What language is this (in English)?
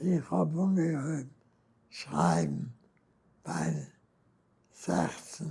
Yiddish